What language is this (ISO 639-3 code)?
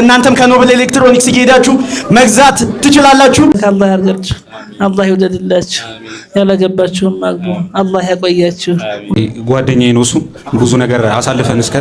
amh